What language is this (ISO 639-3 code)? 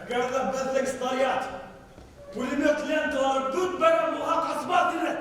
bak